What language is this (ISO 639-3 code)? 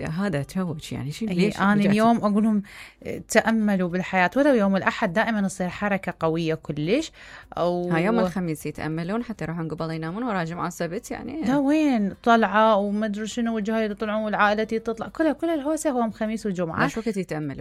acm